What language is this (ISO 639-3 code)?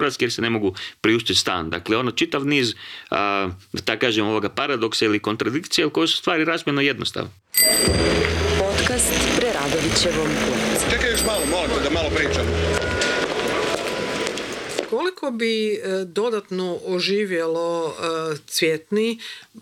hrv